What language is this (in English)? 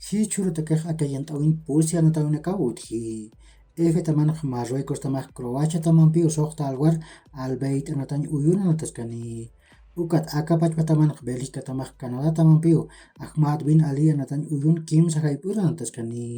Aymara